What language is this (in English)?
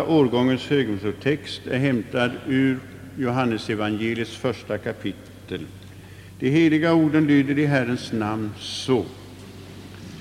Swedish